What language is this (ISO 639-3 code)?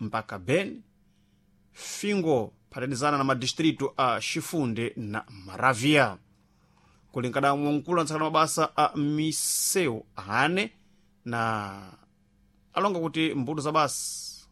seh